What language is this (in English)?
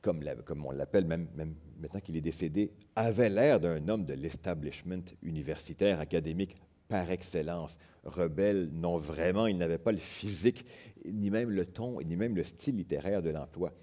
French